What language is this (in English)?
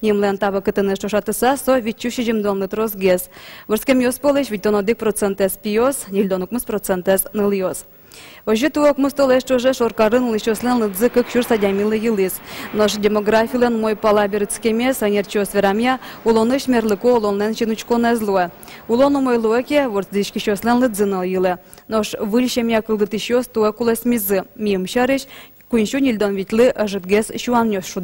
Udmurt